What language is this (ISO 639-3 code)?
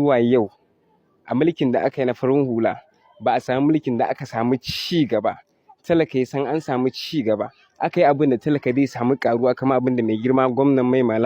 hau